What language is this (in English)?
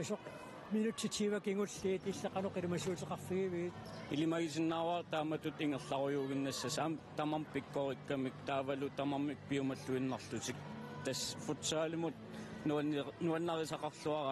Kalaallisut